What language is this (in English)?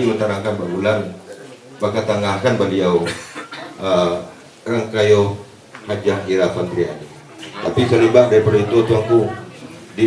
Minangkabau